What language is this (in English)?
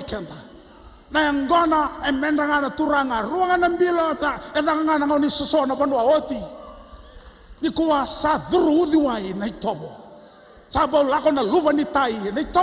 Fijian